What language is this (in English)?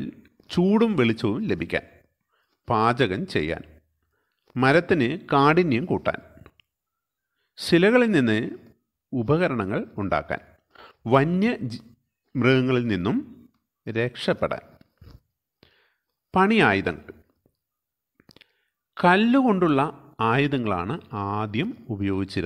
Malayalam